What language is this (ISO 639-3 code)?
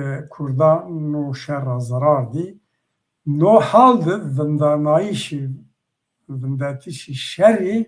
zza